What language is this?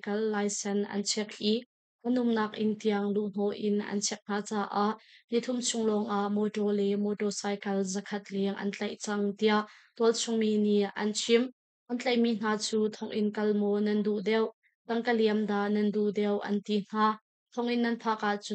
Hakha Chin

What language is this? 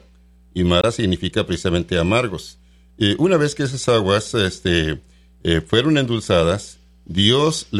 Spanish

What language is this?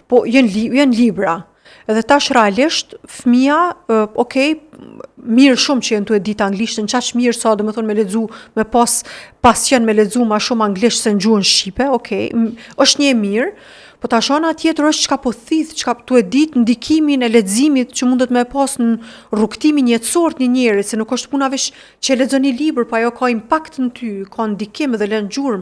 Albanian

